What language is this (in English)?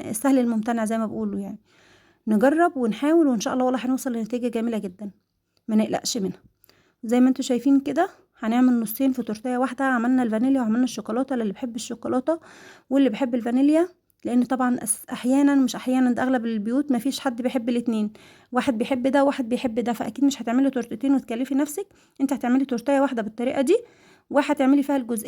Egyptian Arabic